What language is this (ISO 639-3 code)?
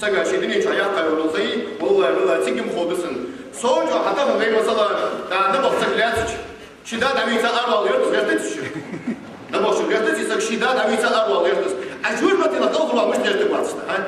inh